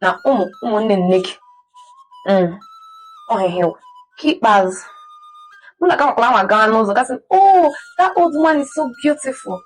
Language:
Igbo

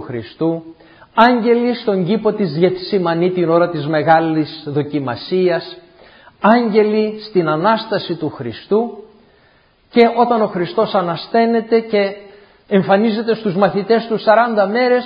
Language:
Greek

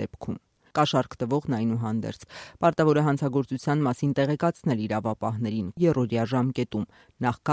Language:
Armenian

